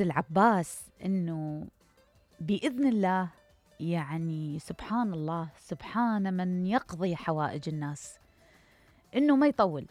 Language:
Mesopotamian Arabic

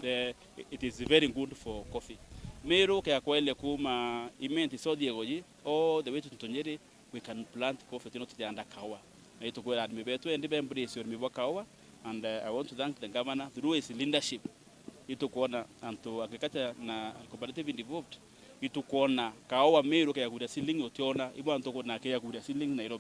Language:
Meru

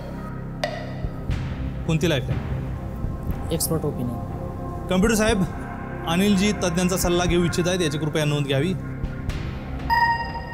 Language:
Marathi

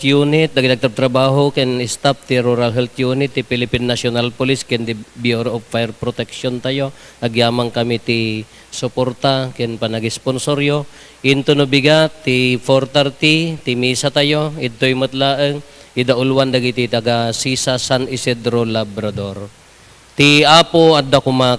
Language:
Iloko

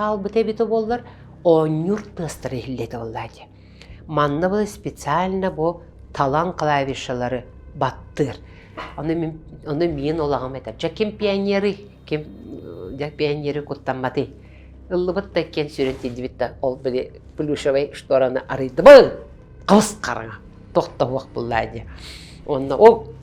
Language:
Yakut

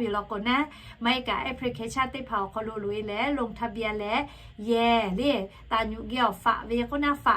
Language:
Lahu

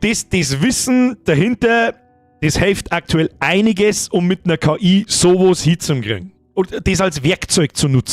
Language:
Bavarian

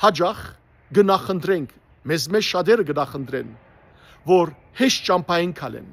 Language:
Western Armenian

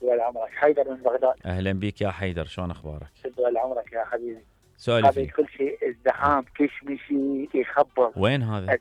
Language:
Mesopotamian Arabic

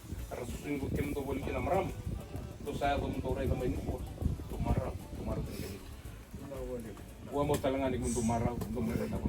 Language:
Fijian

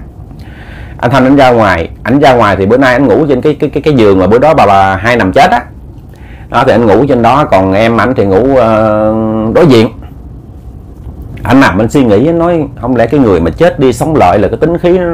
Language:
Vietnamese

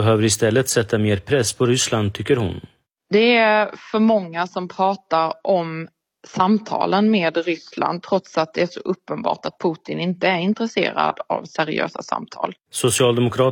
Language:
Swedish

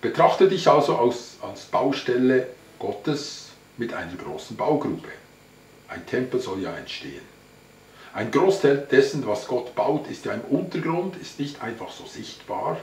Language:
Swiss German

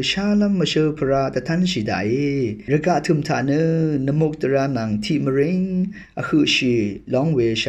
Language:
Rawang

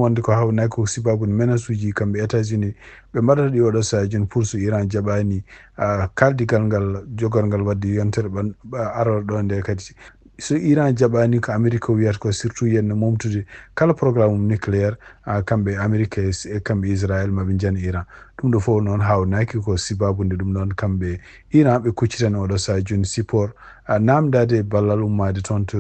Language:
Fula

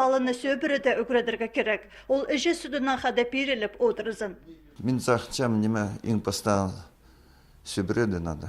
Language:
Khakas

